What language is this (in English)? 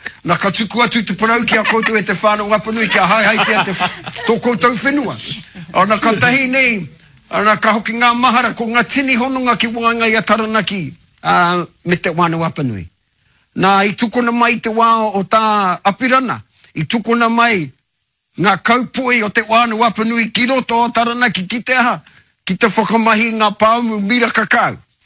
Māori